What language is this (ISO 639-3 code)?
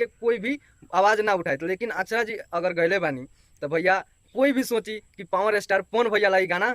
bho